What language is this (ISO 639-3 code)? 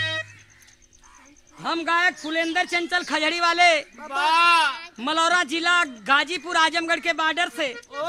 bho